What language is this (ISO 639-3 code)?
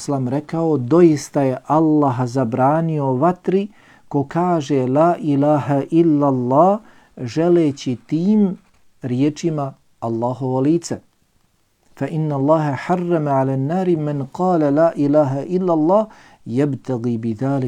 bos